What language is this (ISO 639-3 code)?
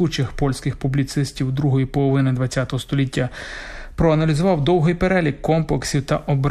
ukr